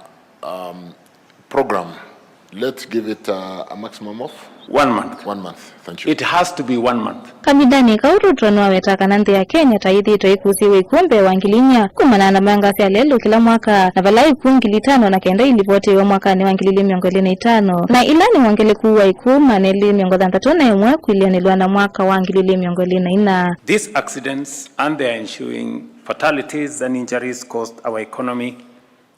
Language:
Kamba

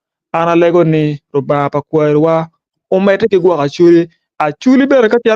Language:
Acoli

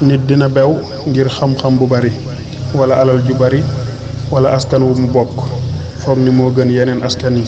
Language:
Wolof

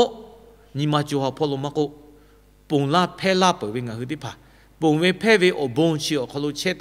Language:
Lahu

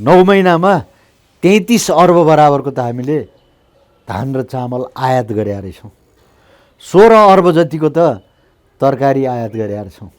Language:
Nepali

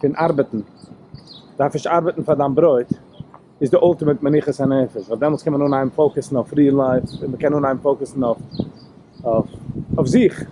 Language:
Yiddish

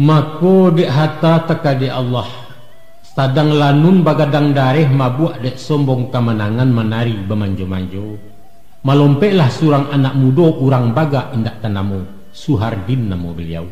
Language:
Minangkabau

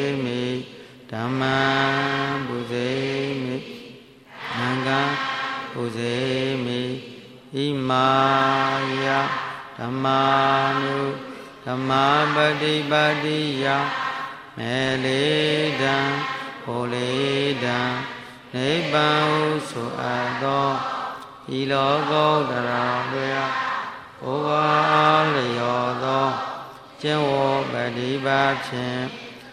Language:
Burmese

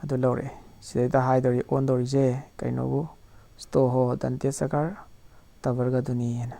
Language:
Manipuri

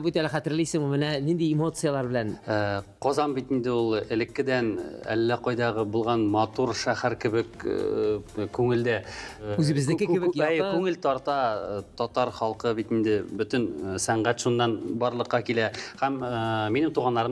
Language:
Tatar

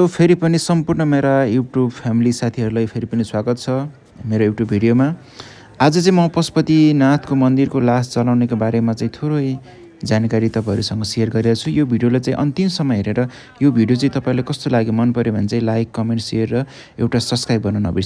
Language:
Nepali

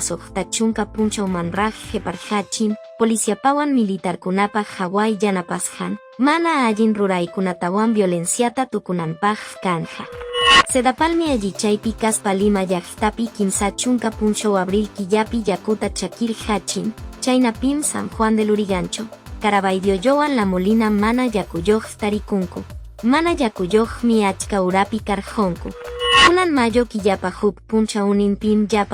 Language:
Quechua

